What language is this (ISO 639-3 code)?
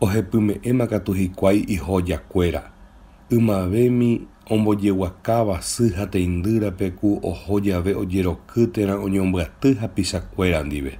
grn